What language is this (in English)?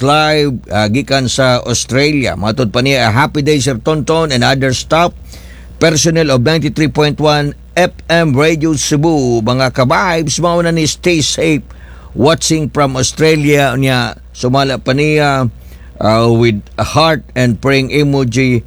Cebuano